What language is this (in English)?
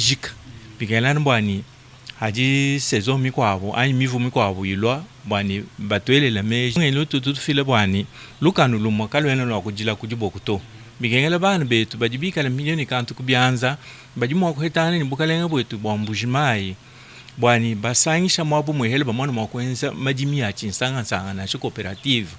Luba-Lulua